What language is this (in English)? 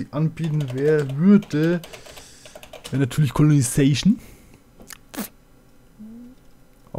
German